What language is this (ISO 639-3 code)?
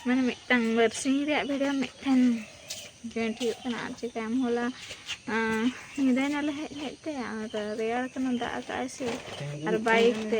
sat